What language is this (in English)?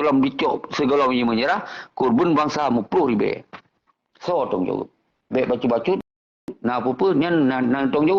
Achinese